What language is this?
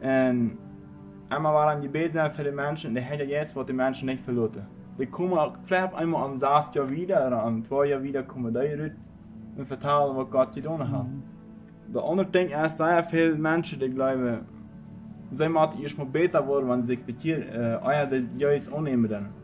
Plautdietsch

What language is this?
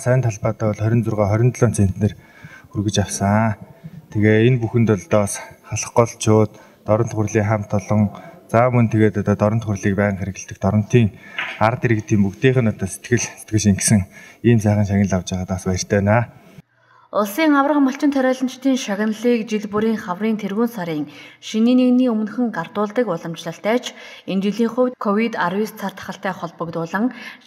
Mongolian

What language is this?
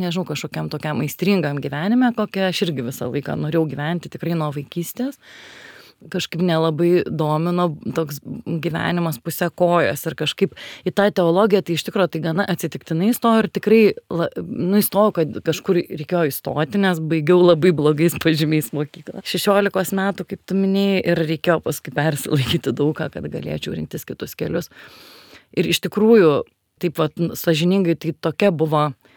Lithuanian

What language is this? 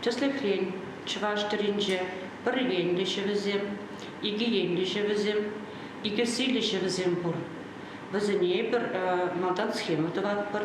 Chuvash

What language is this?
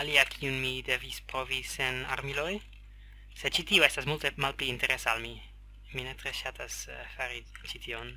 Esperanto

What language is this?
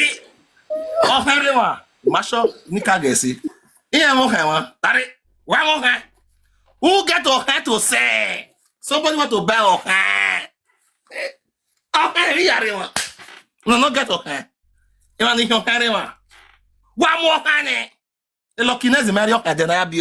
Nigerian Pidgin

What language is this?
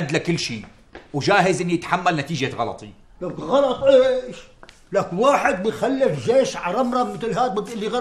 North Levantine Arabic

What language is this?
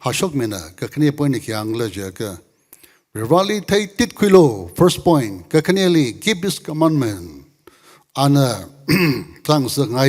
Tangkhul Naga (India)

